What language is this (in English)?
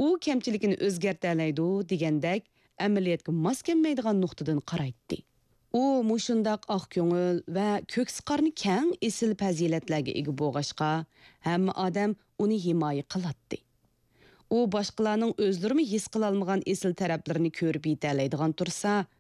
Uyghur